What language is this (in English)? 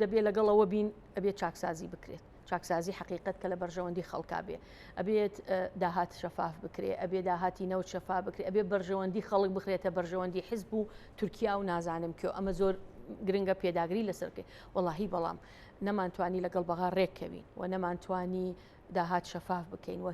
Central Kurdish